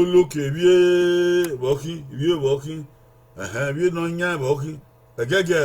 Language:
Bini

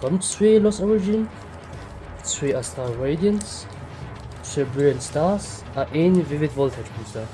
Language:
Luxembourgish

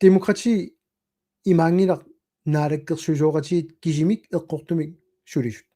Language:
Kalaallisut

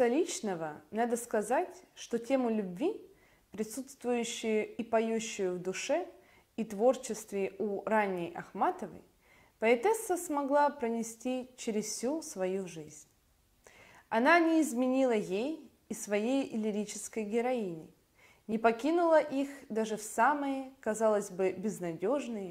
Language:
Russian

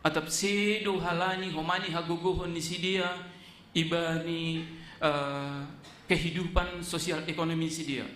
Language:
Batak Simalungun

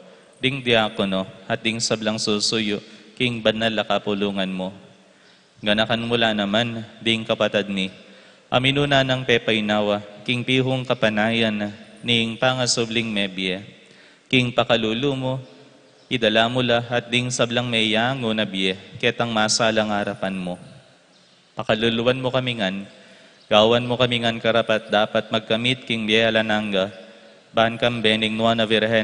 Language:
Pampanga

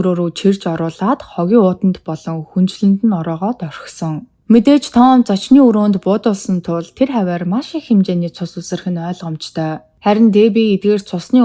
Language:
Mongolian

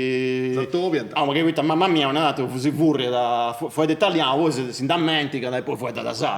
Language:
Sardinian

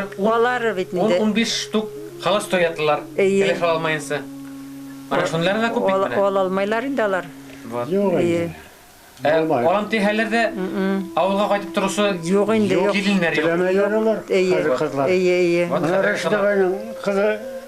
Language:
Bashkir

